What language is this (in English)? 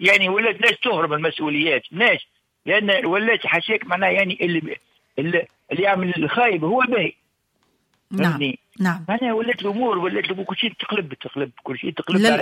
Tunisian Arabic